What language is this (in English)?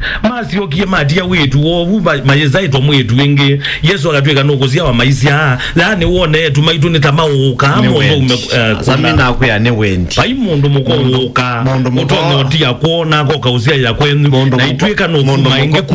Kamba